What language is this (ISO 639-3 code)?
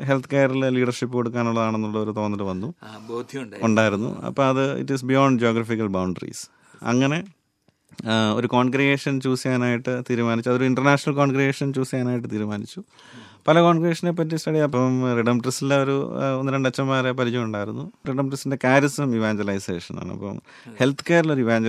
mal